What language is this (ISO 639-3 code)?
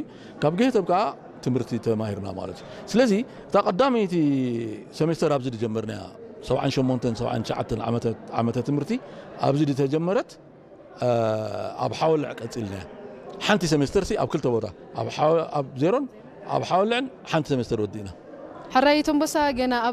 tir